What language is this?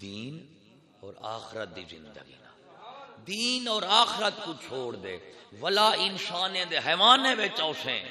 Saraiki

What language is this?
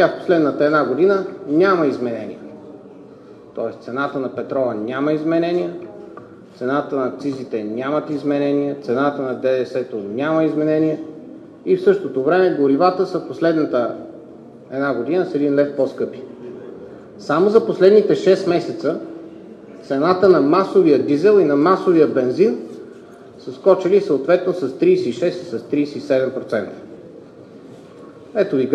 Bulgarian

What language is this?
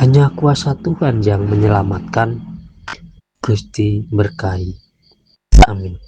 Javanese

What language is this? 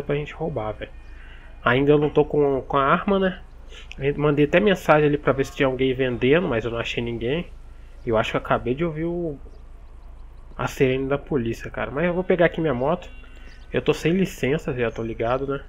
Portuguese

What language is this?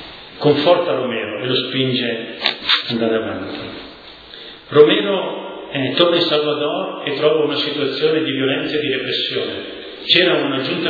Italian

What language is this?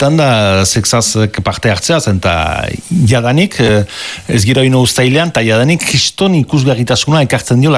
Basque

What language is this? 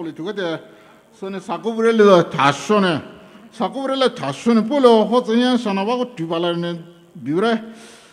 Poumei Naga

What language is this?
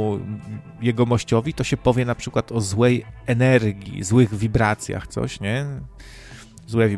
Polish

